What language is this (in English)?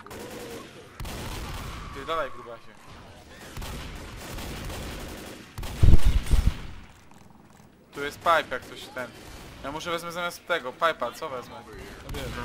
Polish